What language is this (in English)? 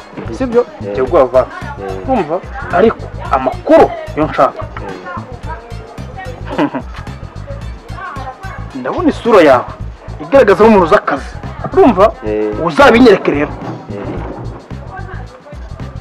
Kinyarwanda